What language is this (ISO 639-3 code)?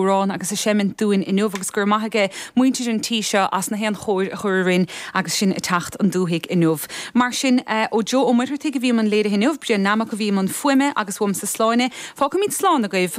gle